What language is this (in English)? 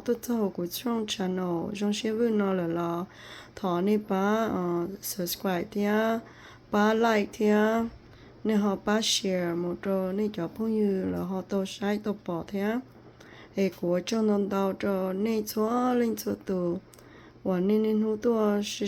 Hmong